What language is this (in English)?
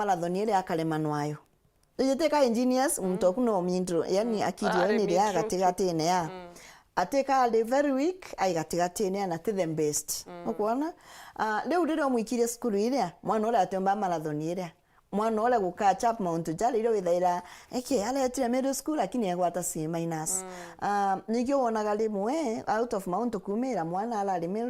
Meru